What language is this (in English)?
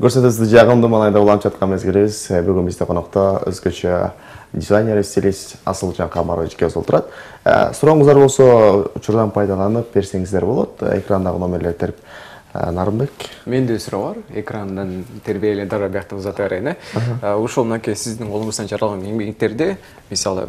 Kyrgyz